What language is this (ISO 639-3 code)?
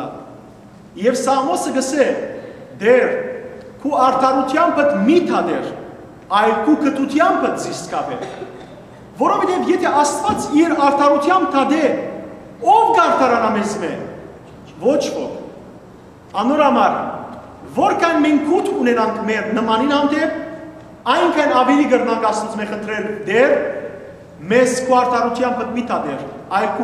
hyw